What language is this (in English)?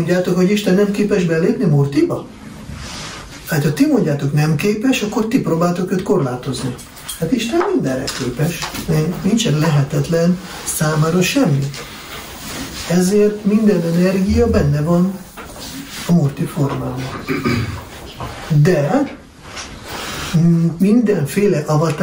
Hungarian